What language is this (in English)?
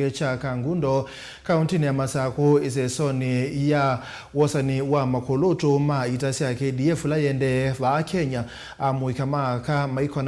Kamba